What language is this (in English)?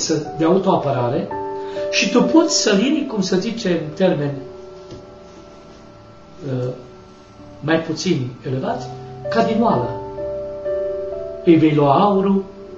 Romanian